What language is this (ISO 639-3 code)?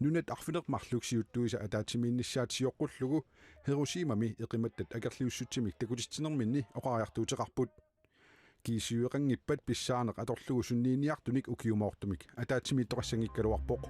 kal